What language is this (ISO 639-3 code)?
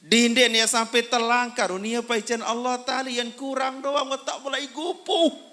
sas